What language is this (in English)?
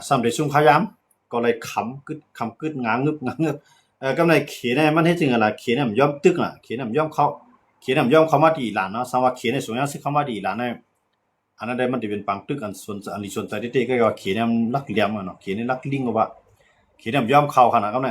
Shan